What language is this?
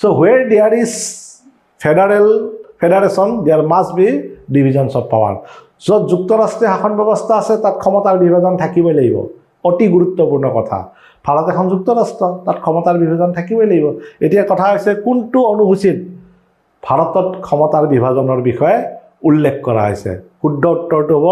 Assamese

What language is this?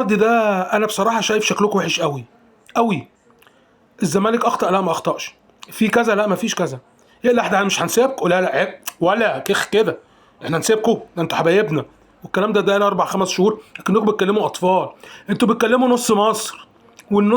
Egyptian Arabic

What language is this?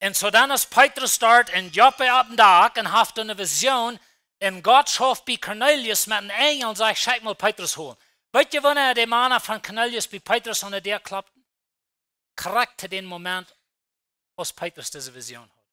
Plautdietsch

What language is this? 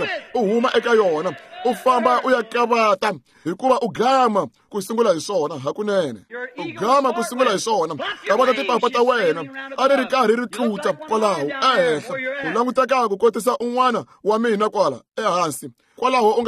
Tsonga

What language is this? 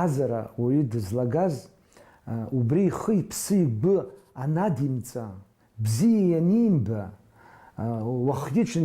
Abkhazian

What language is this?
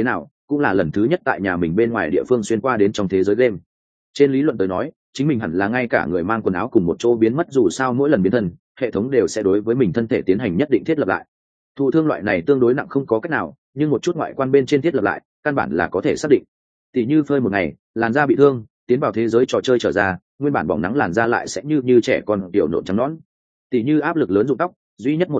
Vietnamese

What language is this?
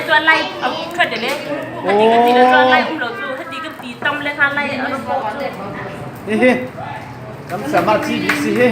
Falam Chin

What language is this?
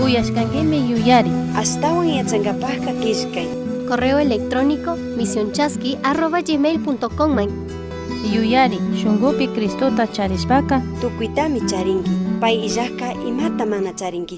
Chimborazo Highland Quichua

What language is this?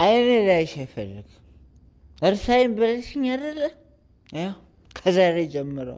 Amharic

